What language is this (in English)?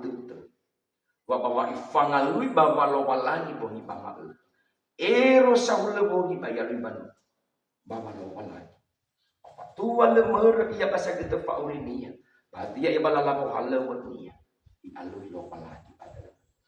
Nias